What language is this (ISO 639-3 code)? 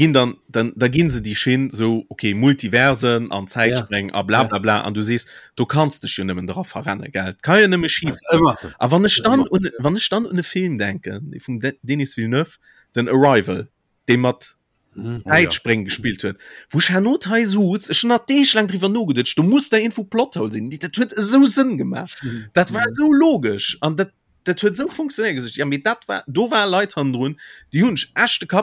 ltz